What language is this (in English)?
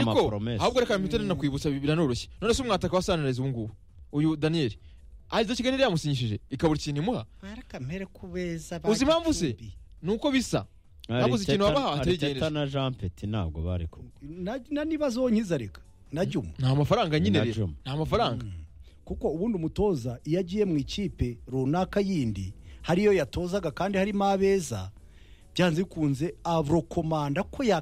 Kinyarwanda